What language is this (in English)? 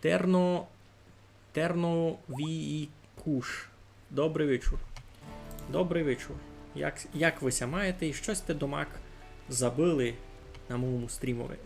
Rusyn